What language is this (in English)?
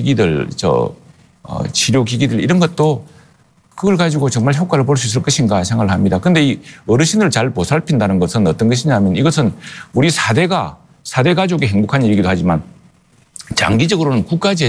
Korean